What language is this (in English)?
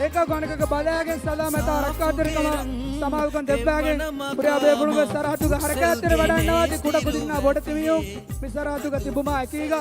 Divehi